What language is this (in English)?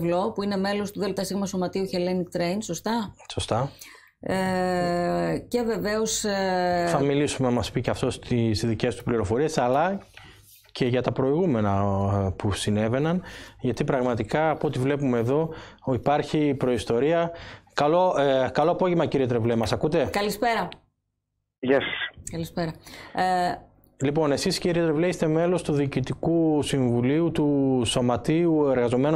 Greek